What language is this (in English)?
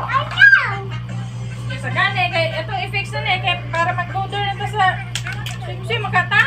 Cebuano